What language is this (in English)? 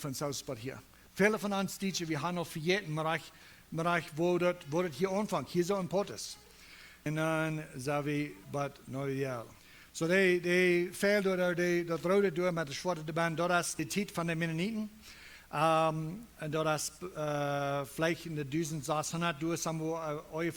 Plautdietsch